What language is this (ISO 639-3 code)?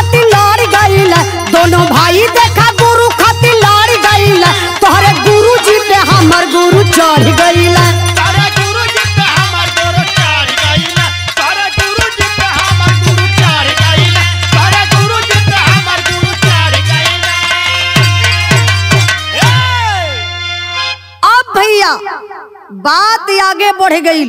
bho